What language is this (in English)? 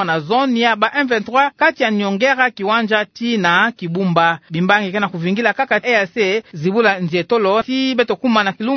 Kituba (Democratic Republic of Congo)